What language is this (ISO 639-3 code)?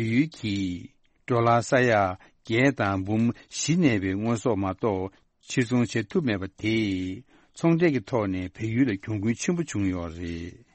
bod